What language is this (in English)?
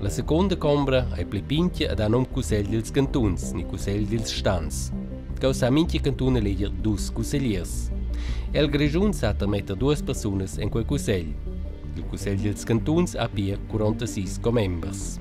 Romansh